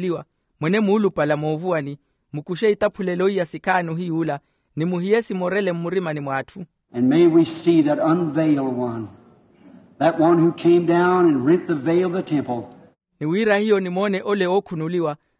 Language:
Makhuwa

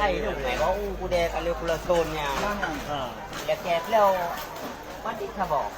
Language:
Achinese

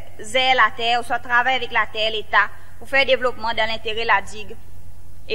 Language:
Seselwa Creole French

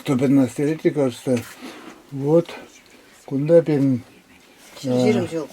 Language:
Chuvash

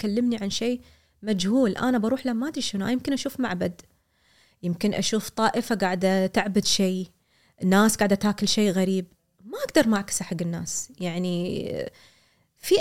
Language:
Gulf Arabic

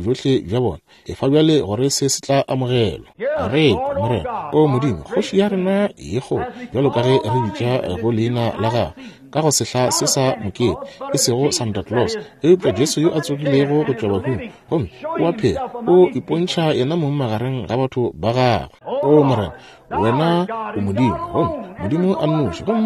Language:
Northern Sotho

